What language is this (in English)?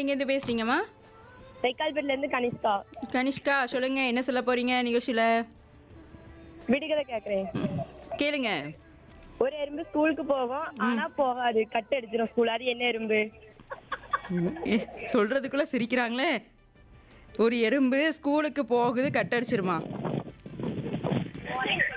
Tamil